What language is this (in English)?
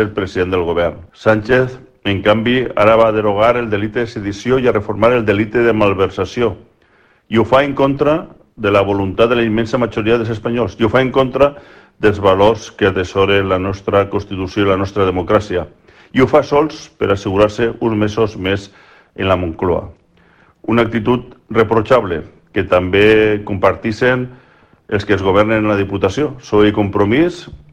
Catalan